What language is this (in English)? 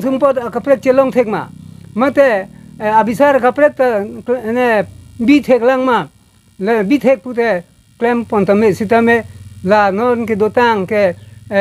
Karbi